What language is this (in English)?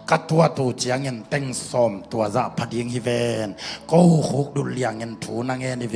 Tedim Chin